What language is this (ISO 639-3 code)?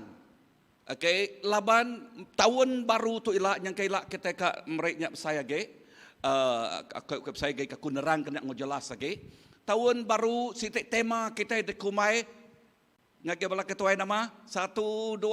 iba